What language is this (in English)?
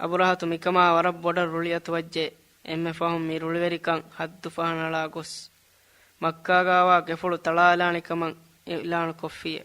Divehi